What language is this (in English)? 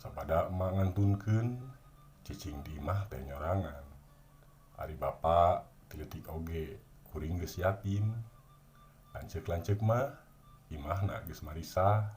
Sundanese